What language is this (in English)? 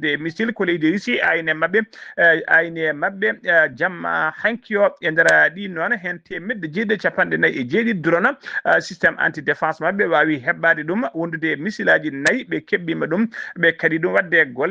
Fula